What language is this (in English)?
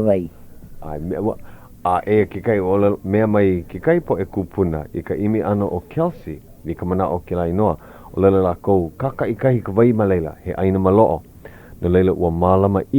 Hawaiian